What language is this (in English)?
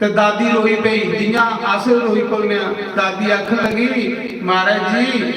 Dogri